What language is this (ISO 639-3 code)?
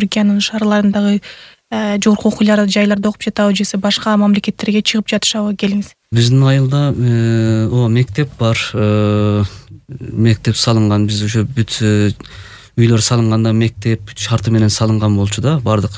kir